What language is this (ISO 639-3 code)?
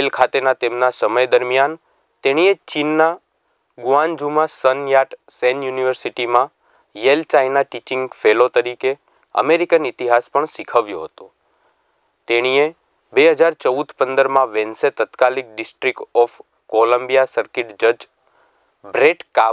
guj